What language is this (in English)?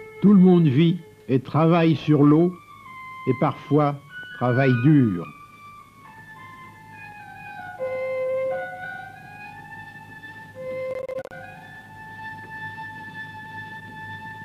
French